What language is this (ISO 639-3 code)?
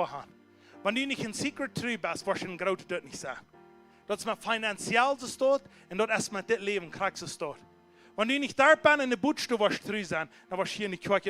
pdt